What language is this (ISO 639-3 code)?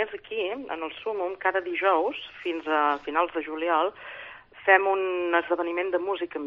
cat